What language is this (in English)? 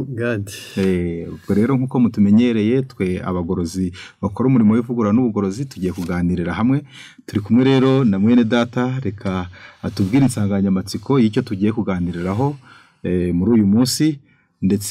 Kinyarwanda